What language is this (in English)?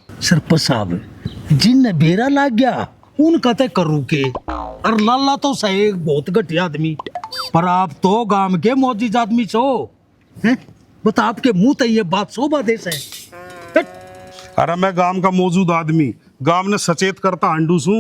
Haryanvi